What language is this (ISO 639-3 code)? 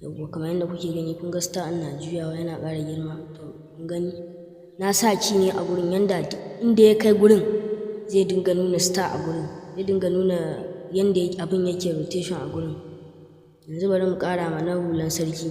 hau